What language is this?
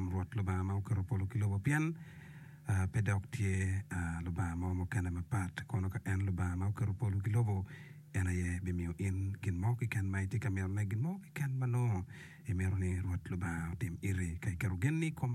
Acoli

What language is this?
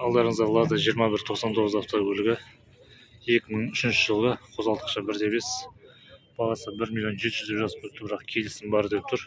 Kazakh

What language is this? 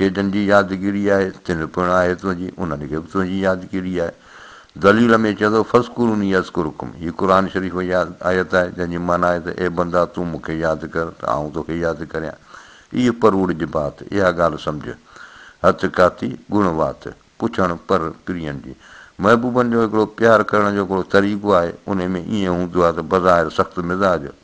Sindhi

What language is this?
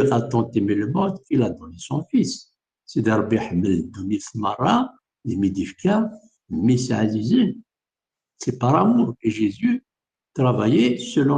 Kabyle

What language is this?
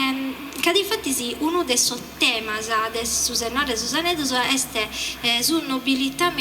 Sardinian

